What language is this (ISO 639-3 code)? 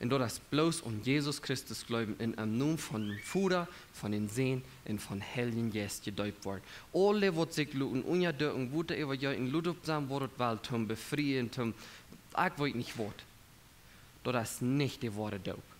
pdt